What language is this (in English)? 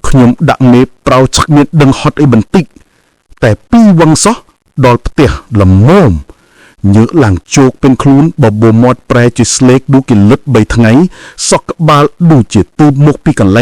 Khmer